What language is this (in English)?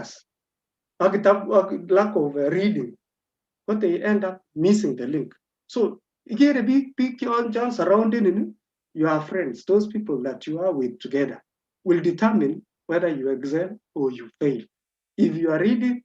Kalenjin